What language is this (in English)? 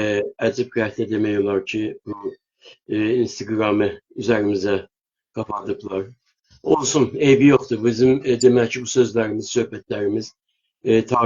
South Azerbaijani